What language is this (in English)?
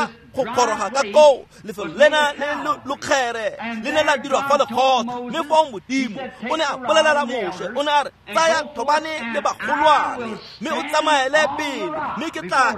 Tswana